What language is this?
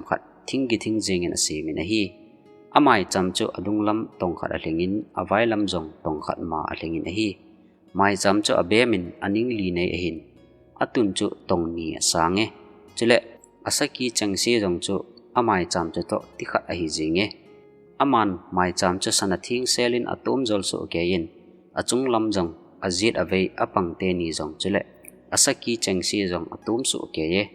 Thado Chin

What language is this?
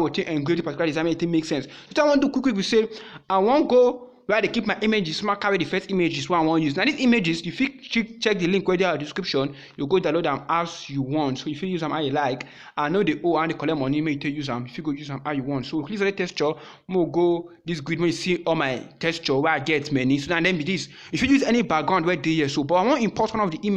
Nigerian Pidgin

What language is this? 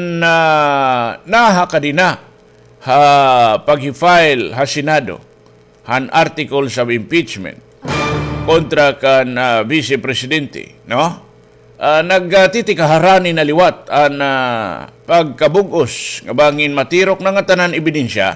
Waray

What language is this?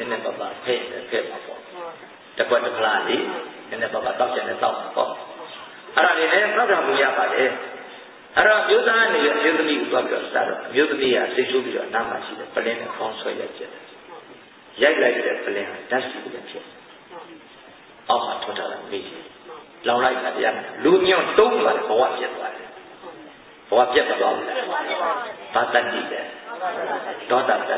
Burmese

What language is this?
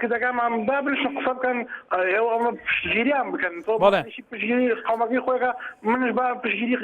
Central Kurdish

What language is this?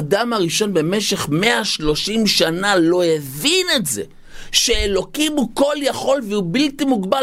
Hebrew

